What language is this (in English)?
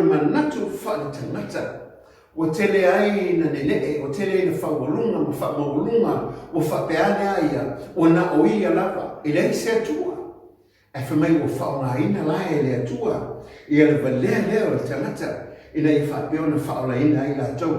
Samoan